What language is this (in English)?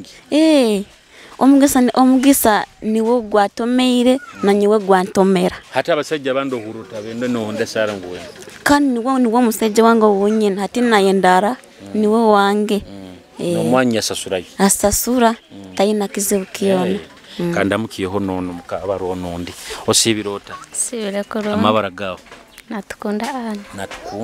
Nyoro